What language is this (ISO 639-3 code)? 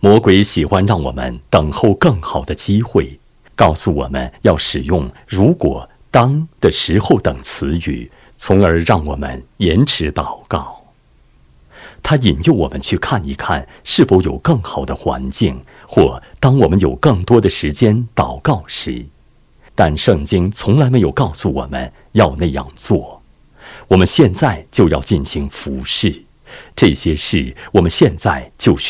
zho